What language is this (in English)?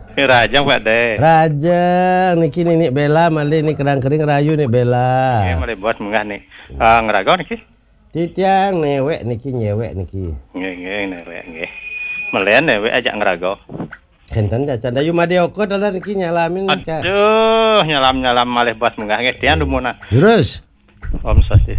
Balinese